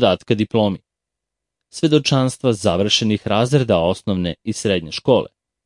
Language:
Serbian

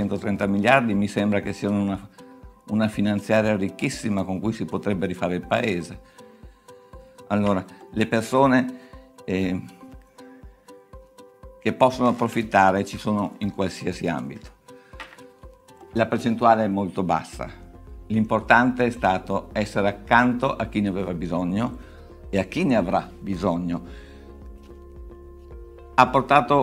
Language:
Italian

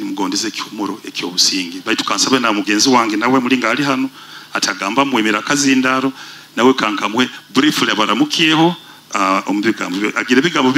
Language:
Nyoro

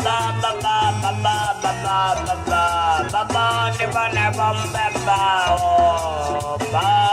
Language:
Venda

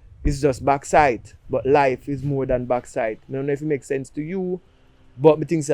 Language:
Jamaican Creole English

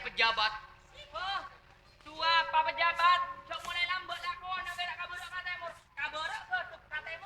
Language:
Madurese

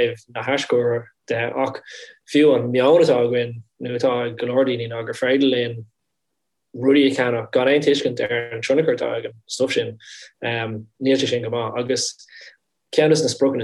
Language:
Irish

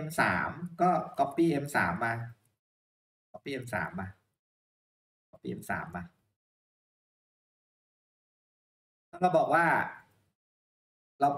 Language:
Thai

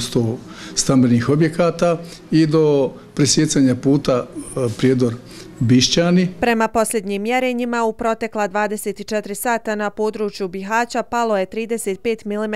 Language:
Bosnian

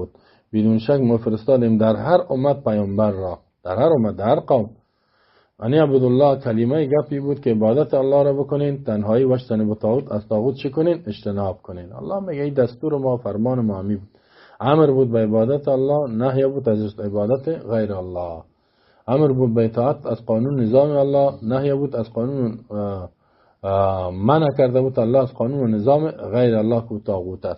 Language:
Persian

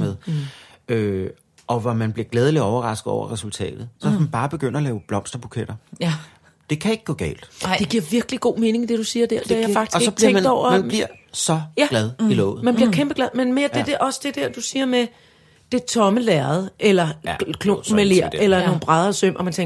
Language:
Danish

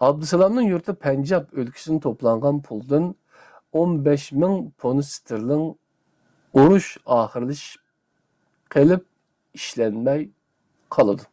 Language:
Uyghur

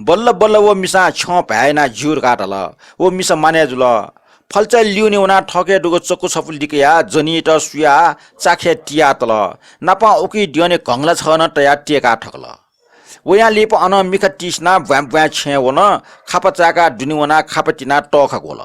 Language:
Newari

